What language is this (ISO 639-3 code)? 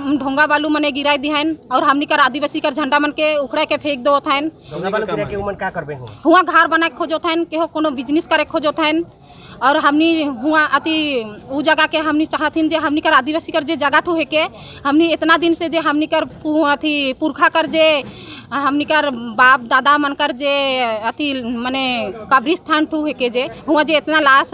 sck